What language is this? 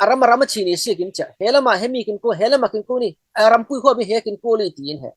Falam Chin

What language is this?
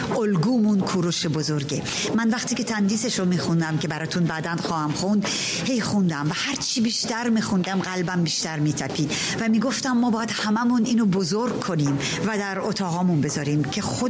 Persian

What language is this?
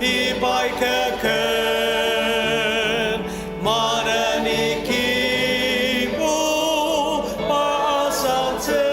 Ao Naga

